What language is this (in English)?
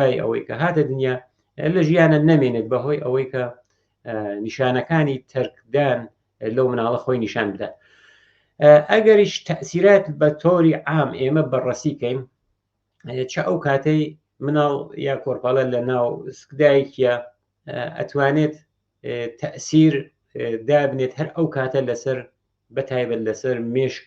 Central Kurdish